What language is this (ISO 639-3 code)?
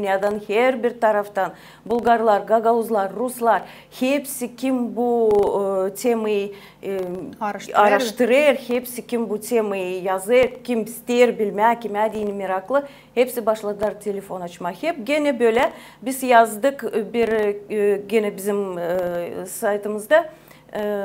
gag